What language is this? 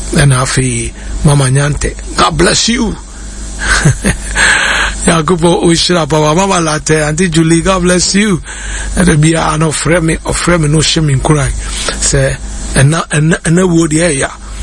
Akan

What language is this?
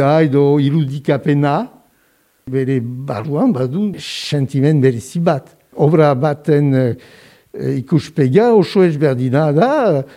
Basque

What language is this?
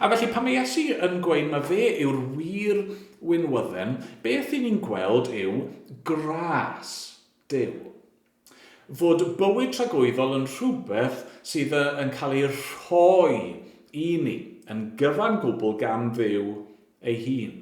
Welsh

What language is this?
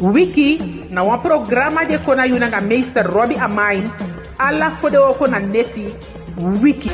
Eastern Maroon Creole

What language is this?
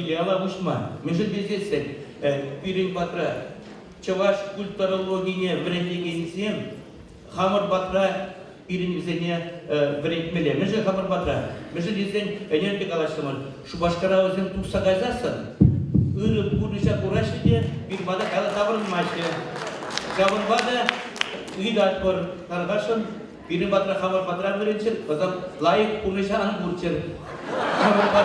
Chuvash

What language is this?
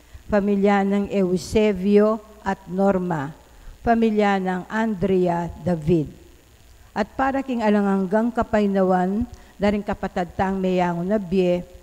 Pampanga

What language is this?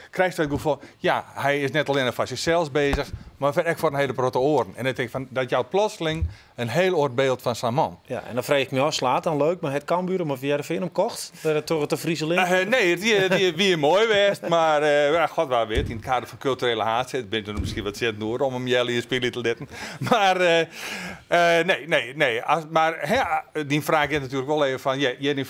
Western Frisian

